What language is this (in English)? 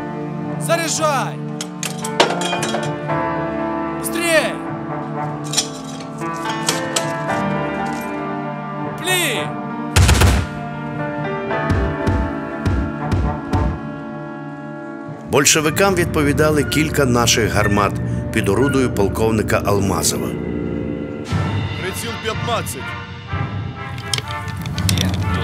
Ukrainian